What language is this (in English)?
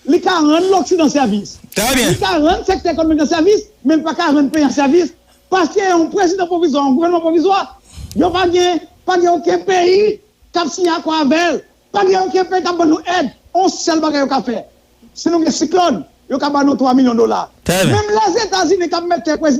Haitian Creole